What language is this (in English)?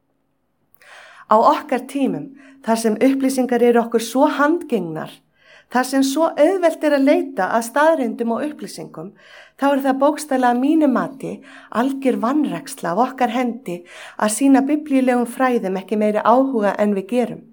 Icelandic